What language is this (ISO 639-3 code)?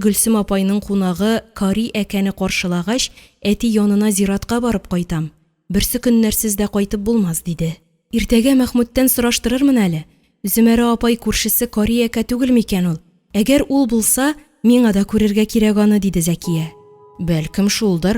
tat